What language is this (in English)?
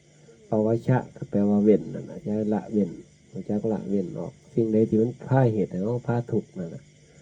Northeastern Thai